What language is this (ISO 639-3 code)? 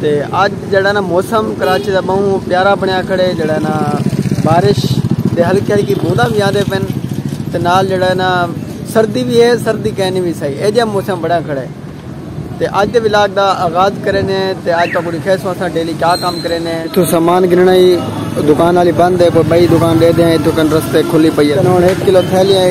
skr